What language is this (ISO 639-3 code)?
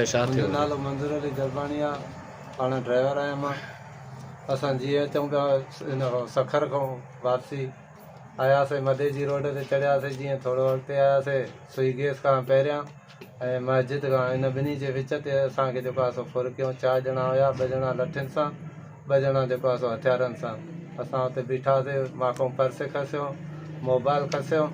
snd